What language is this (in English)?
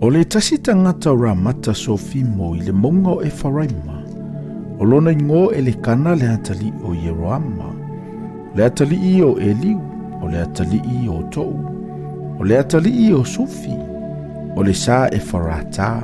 Samoan